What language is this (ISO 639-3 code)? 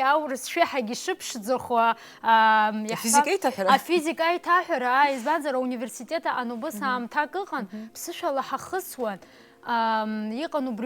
abk